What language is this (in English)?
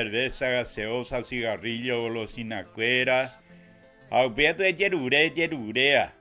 Guarani